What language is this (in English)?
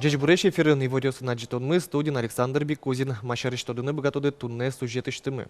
Udmurt